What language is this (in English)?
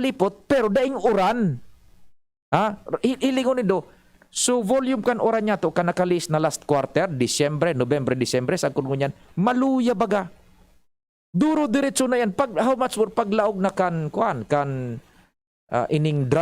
Bikol